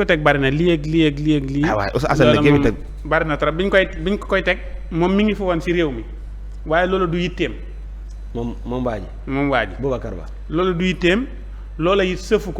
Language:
Wolof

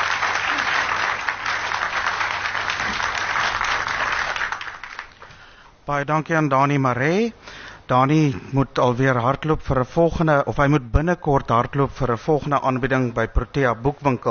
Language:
Afrikaans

